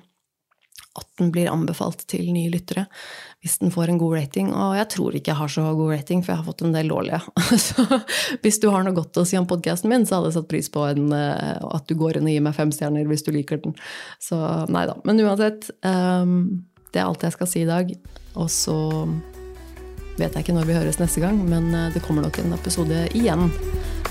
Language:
Norwegian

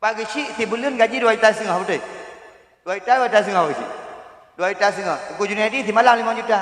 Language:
Achinese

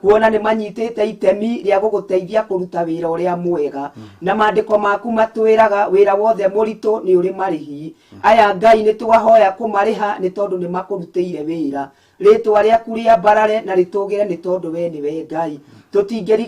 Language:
Kikuyu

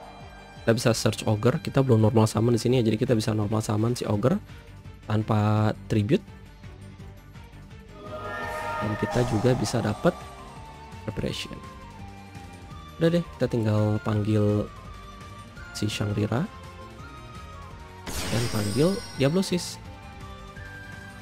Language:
Indonesian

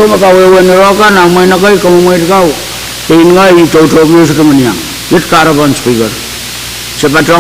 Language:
Pohnpeian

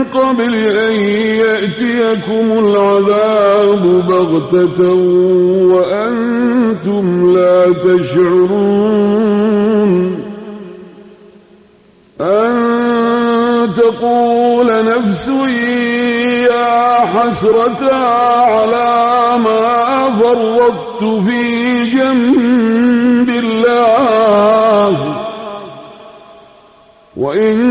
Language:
Arabic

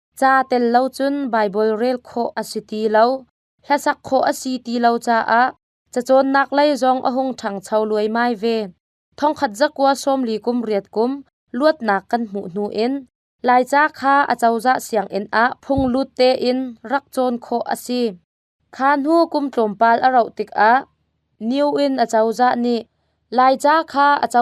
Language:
Hakha Chin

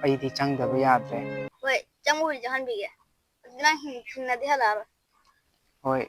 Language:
Manipuri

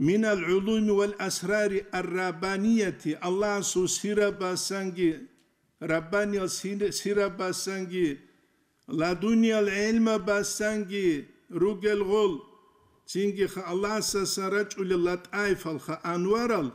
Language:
Avaric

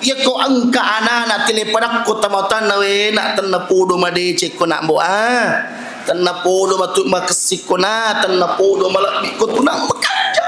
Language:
Buginese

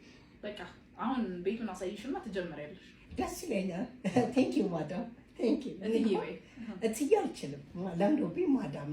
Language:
Amharic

